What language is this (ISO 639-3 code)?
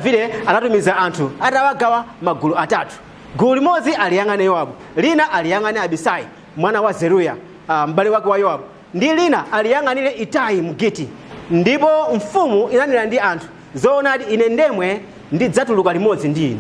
nya